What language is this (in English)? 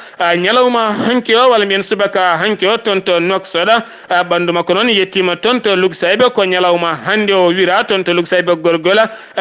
Fula